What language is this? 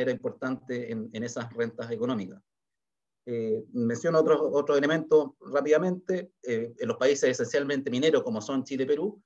Spanish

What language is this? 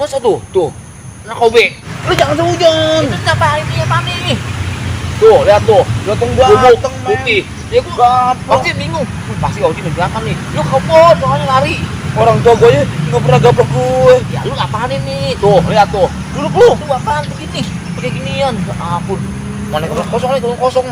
Betawi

